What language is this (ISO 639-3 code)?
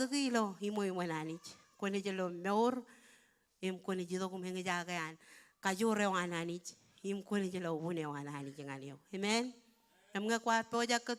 mah